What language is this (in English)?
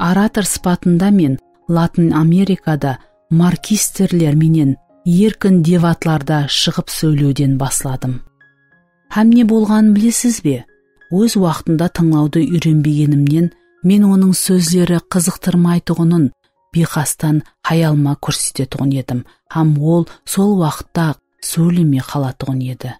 Kara-Kalpak